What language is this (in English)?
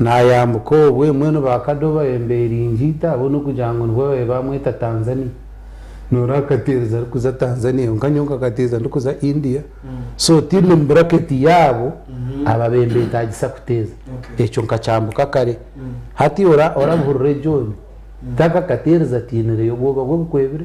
Nyankole